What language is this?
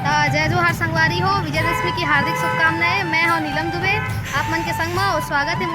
Chhattisgarhi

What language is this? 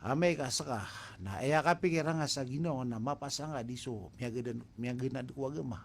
Maranao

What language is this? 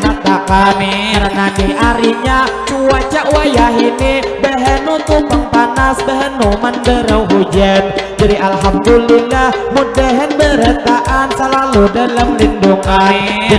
Banjar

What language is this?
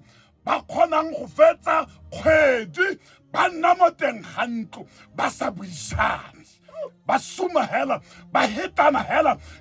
Tswana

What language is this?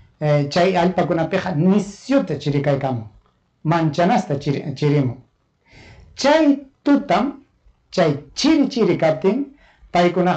Ayacucho Quechua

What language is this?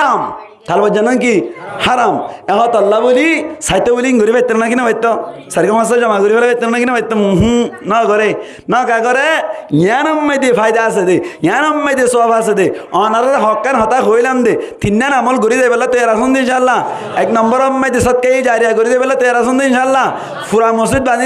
Rohingya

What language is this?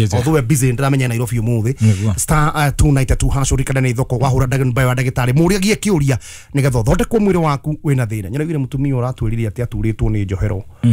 Kikuyu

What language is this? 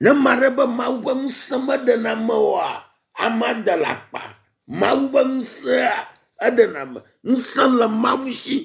Ewe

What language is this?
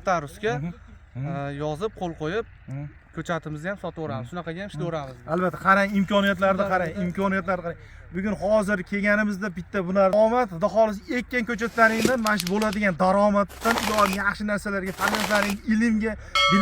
Uzbek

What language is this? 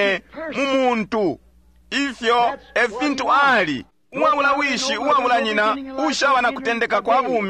Bemba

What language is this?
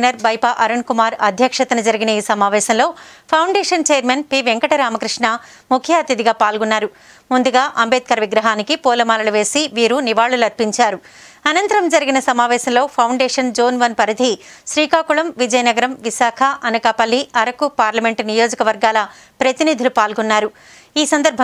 Telugu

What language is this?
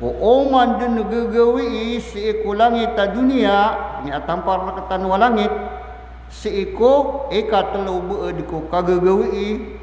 Maranao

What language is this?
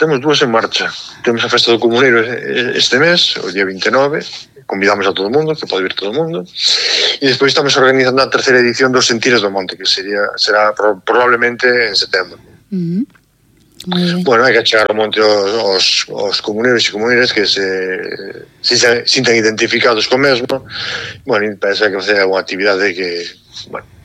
Galician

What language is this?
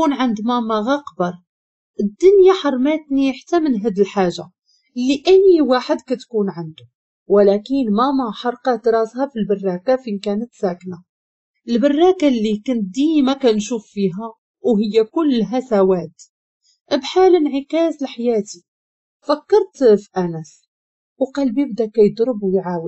Moroccan Arabic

